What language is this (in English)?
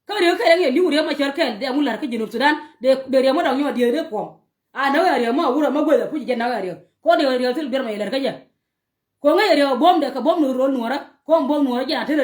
Nuer